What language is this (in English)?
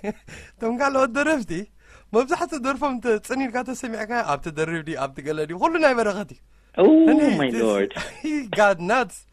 Tigrinya